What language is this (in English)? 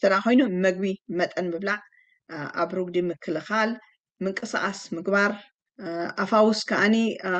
Tigrinya